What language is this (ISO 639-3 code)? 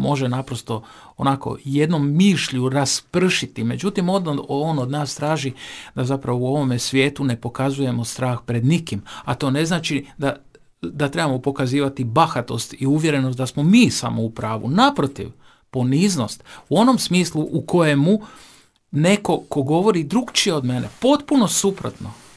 hrv